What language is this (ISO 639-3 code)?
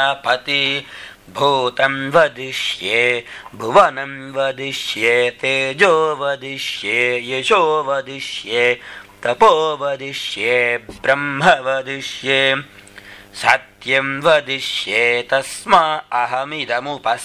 san